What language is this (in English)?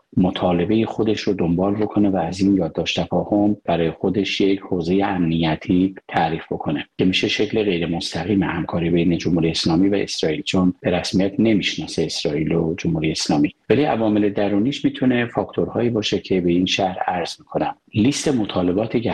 Persian